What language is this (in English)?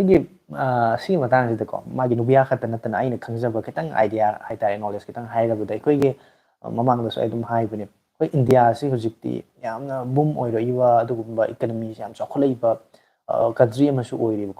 Manipuri